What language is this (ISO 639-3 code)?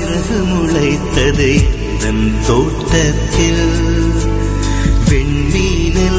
tam